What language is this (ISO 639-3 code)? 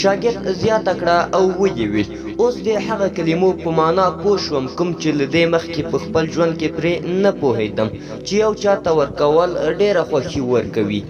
pus